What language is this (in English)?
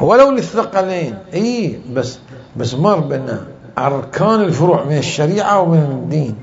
Mesopotamian Arabic